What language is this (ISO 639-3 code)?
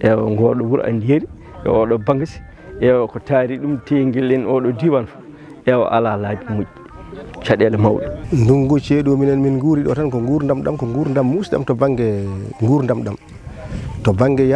ful